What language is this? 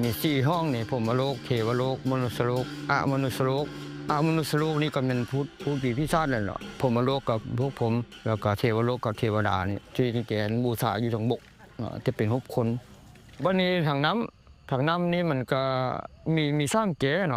Lao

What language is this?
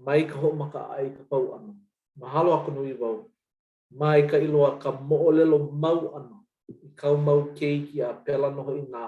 Hawaiian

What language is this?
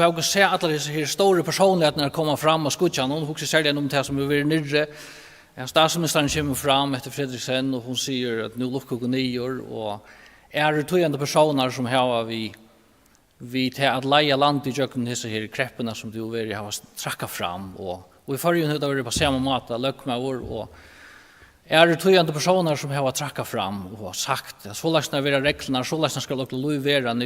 Faroese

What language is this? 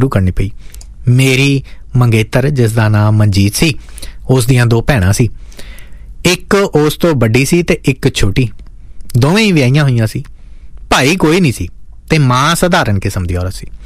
Punjabi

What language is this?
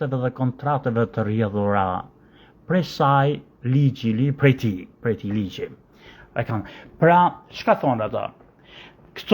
Albanian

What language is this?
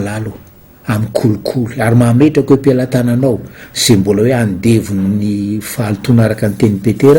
Malagasy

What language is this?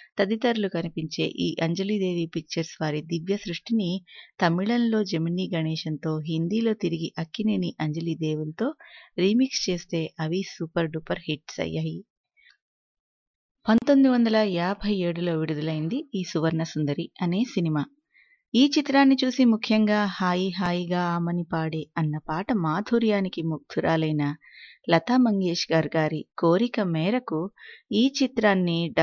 Telugu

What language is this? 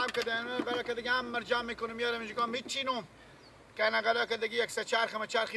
Persian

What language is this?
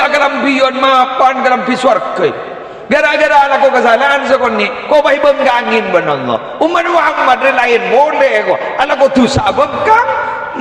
Madurese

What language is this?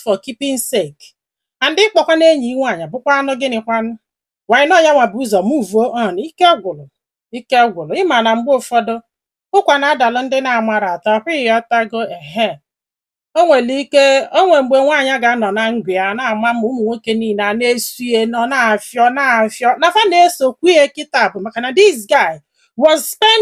Igbo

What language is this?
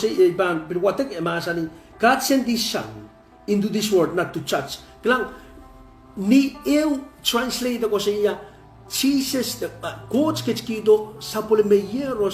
Pohnpeian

